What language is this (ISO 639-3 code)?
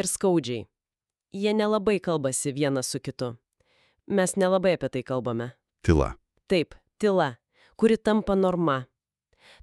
lit